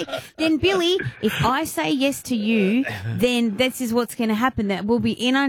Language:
English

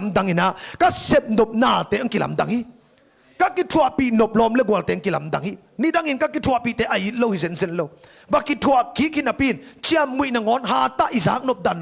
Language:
Tedim Chin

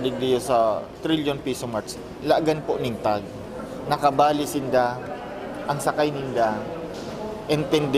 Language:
Bikol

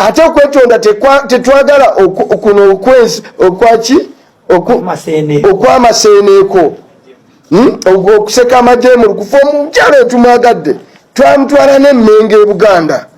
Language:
Ganda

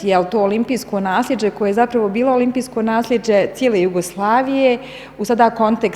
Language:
Bosnian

